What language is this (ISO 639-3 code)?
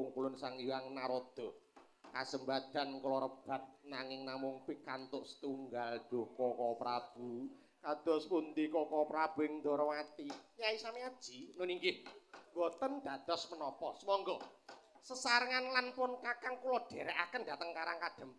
jav